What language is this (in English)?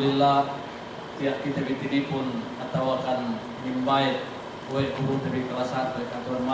Yakan